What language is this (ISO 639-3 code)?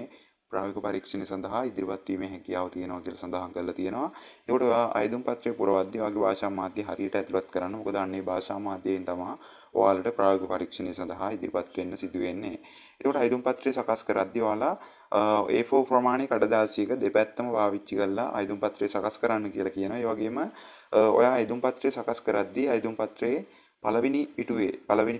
sin